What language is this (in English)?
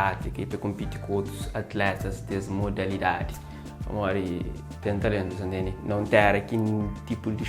Kabuverdianu